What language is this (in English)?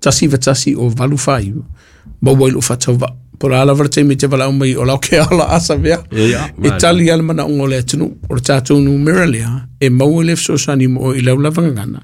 Samoan